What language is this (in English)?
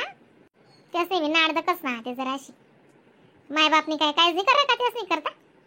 Khandesi